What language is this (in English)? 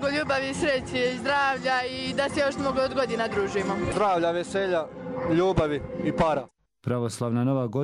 Croatian